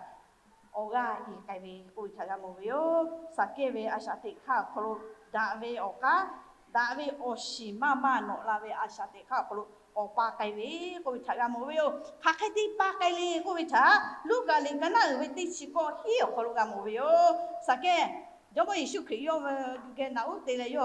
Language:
Lahu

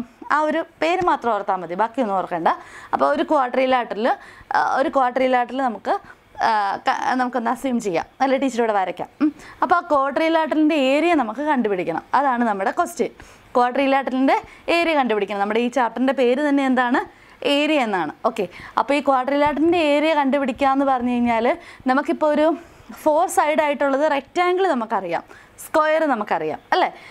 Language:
Malayalam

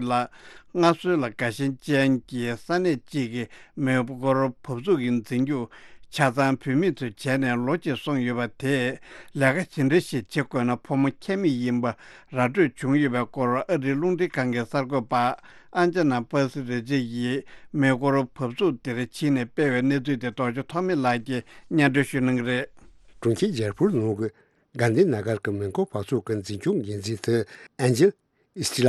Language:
Tibetan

